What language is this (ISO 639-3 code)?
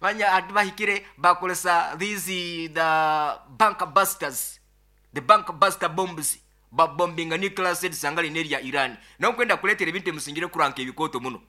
nyo